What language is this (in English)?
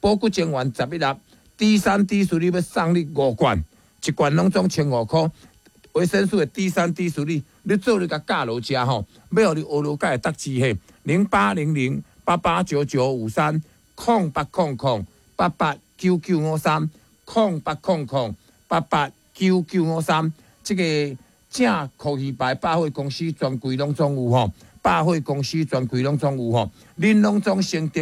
Min Nan Chinese